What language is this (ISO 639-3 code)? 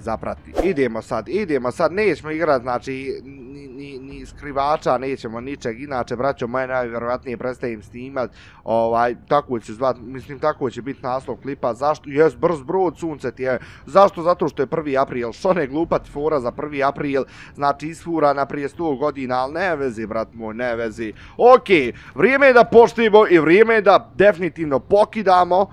bos